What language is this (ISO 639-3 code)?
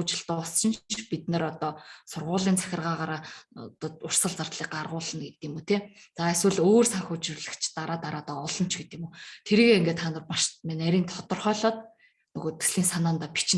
mon